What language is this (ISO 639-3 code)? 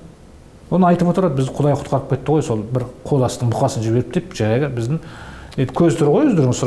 kaz